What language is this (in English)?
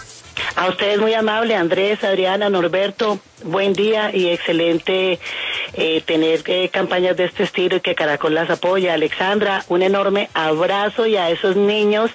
Spanish